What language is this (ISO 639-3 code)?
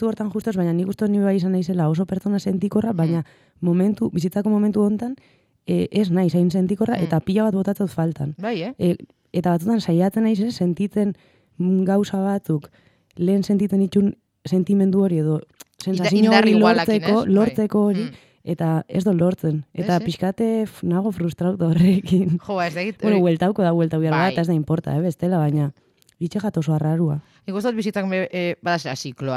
eus